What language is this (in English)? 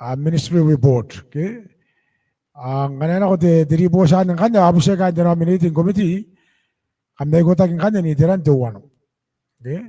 Gilbertese